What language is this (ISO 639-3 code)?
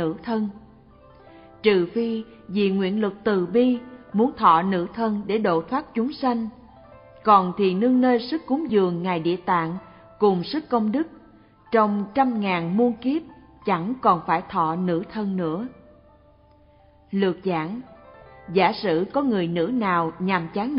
vie